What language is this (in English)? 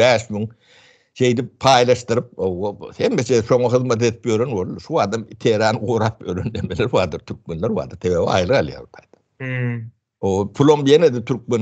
Turkmen